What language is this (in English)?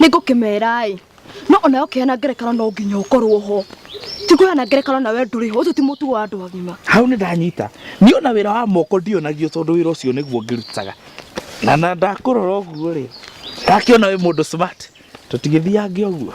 Kikuyu